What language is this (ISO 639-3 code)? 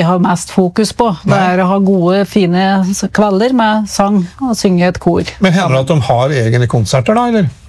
nor